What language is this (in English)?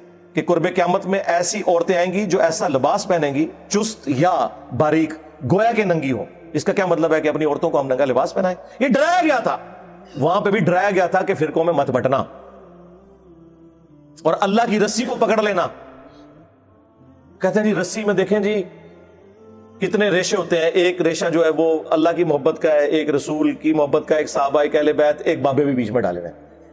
Urdu